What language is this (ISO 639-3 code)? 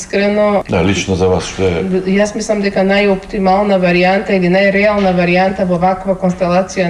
mkd